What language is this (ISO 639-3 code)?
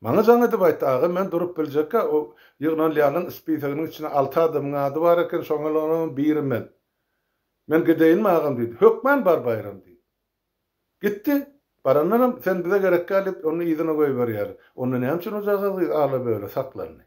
tuk